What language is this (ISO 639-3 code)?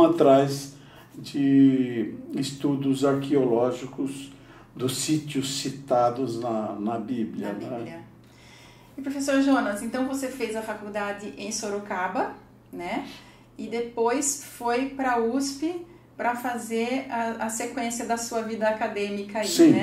por